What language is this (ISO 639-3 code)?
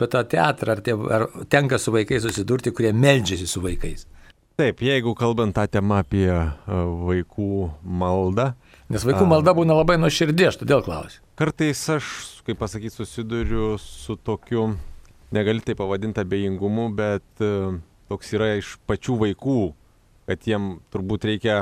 lit